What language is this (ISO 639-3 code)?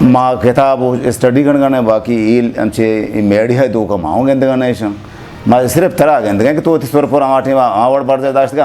bgp